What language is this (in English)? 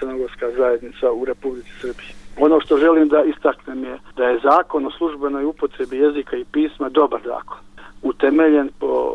Bosnian